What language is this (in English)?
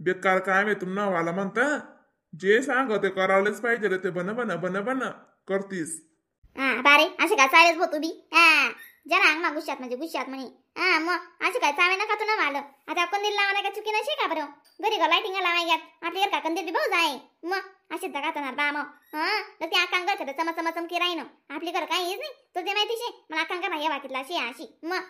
Khandesi